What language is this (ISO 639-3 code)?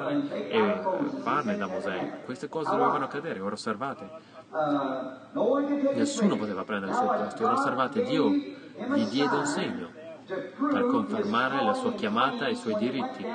ita